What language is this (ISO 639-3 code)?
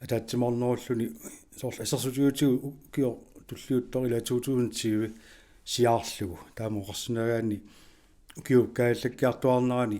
kal